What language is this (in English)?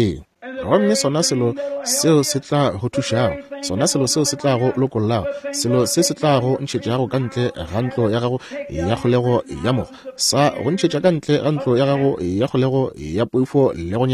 Northern Sotho